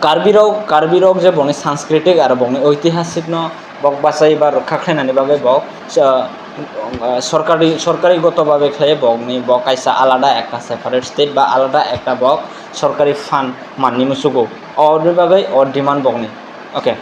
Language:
Kok Borok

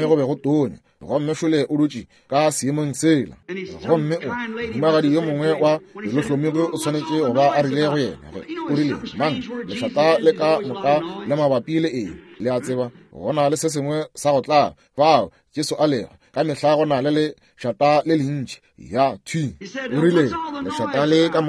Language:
Northern Sotho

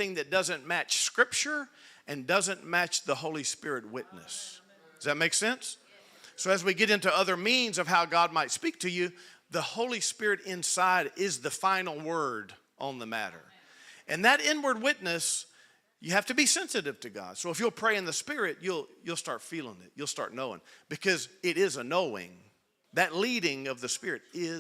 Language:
English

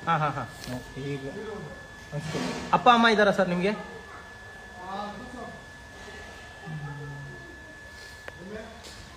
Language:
Kannada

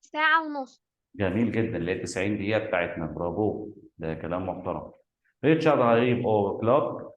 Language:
Egyptian Arabic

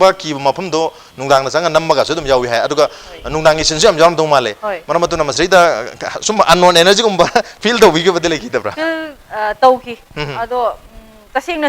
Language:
Manipuri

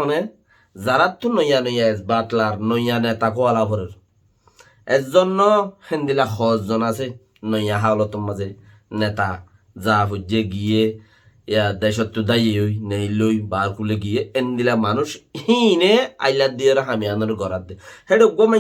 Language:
Rohingya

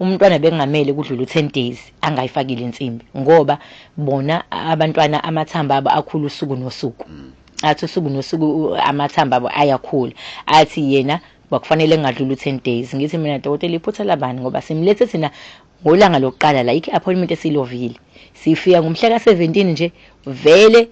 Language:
Zulu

